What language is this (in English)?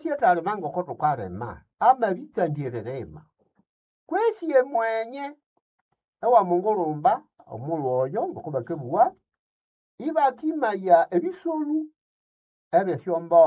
Nande